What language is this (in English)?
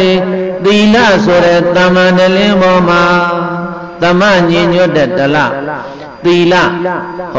Burmese